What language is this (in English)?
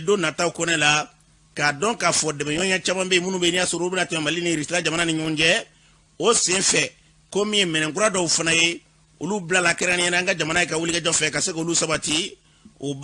Bambara